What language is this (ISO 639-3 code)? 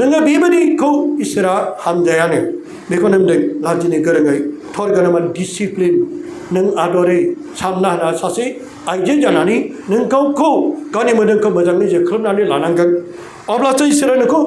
brx